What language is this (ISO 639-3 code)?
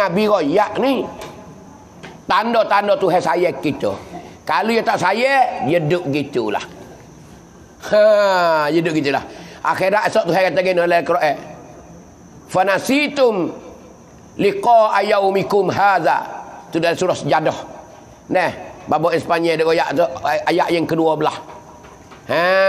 mfa